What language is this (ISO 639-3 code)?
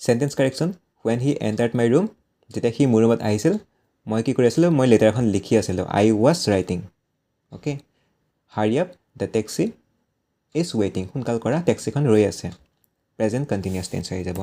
asm